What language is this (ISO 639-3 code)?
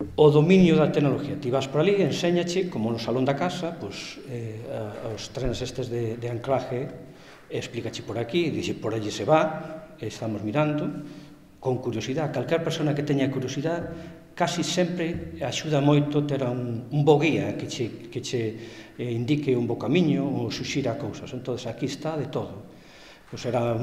glg